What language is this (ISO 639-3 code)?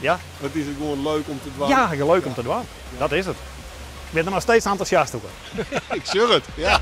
fry